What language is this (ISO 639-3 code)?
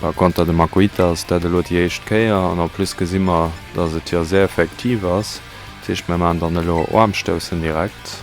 ltz